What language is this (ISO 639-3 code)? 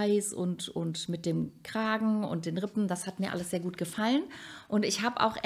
deu